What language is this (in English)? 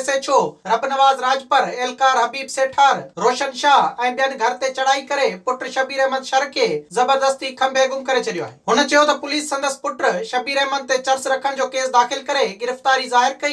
Sindhi